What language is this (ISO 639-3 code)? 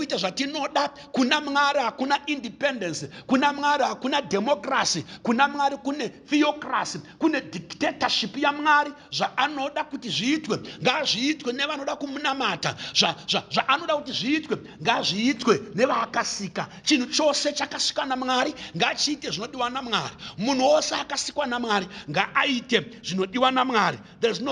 sna